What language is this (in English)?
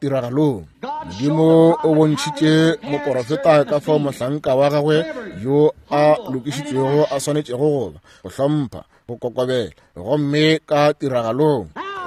Northern Sotho